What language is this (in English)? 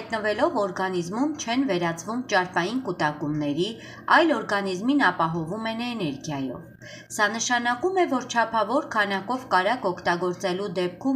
Armenian